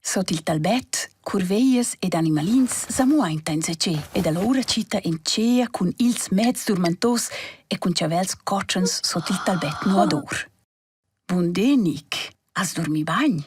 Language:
Romansh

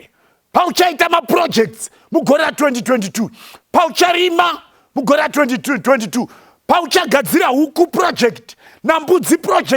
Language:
Shona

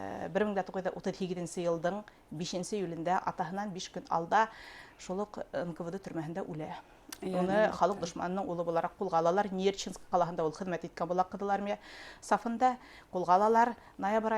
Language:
Bashkir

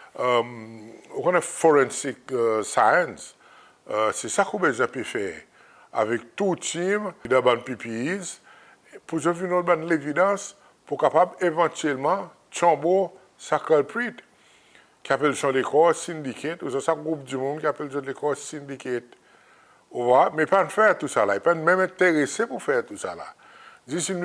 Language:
Seselwa Creole French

